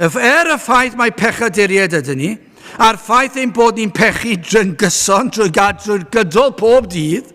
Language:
Welsh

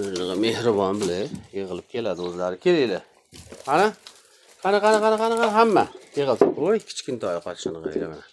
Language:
Uzbek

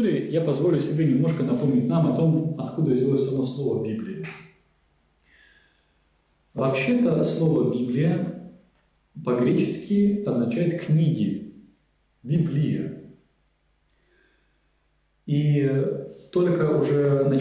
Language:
Russian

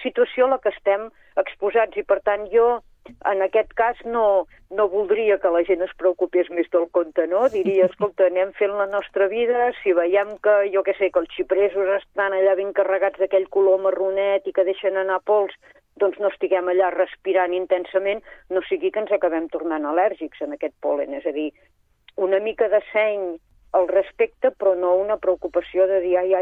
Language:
Catalan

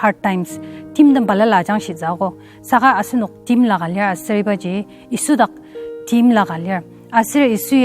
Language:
Ao Naga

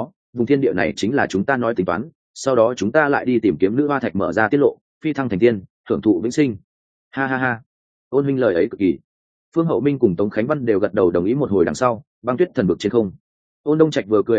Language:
Vietnamese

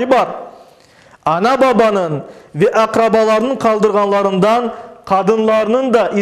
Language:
Crimean Tatar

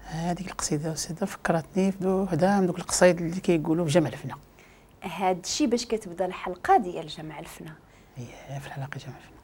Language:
Moroccan Arabic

